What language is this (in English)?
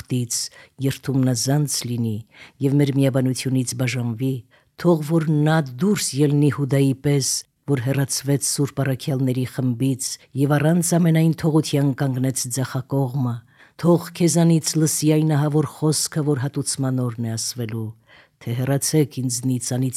Armenian